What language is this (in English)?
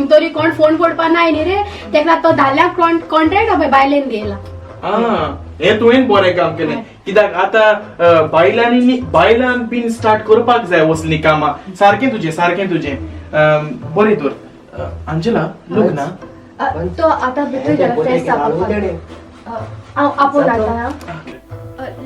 Konkani